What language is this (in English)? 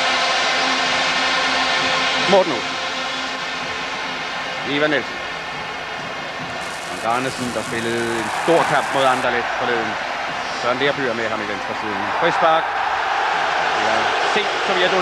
Danish